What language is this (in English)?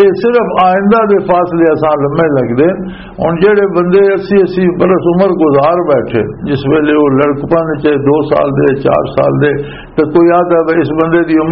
Western Panjabi